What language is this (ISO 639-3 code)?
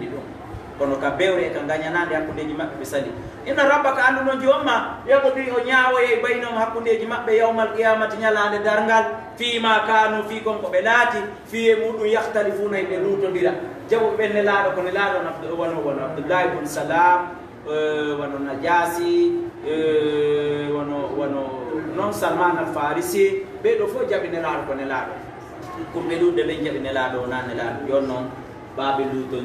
ful